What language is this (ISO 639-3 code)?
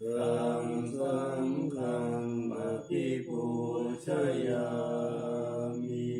pli